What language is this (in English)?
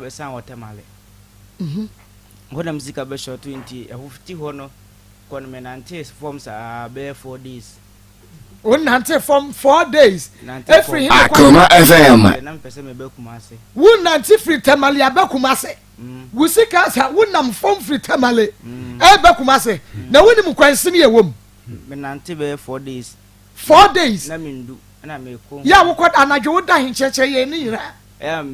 Akan